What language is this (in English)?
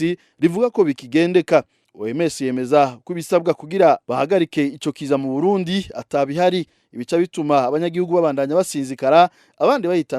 Rundi